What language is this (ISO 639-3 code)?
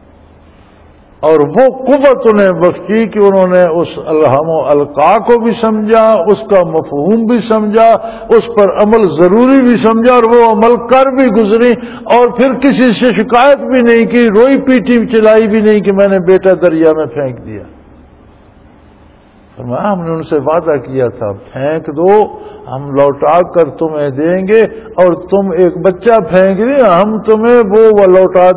urd